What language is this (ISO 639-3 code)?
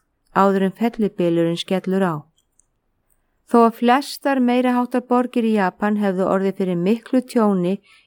isl